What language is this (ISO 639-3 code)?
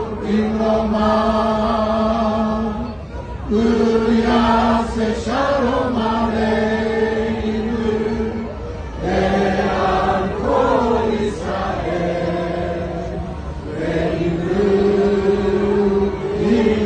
heb